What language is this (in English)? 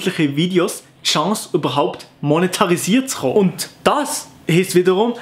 Swiss German